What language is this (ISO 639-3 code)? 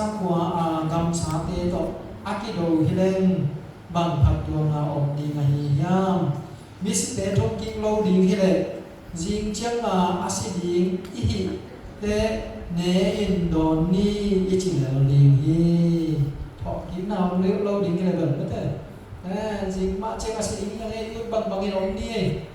ctd